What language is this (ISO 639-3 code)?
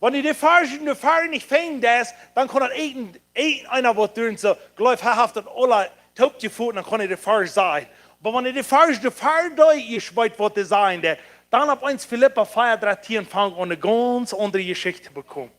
pdt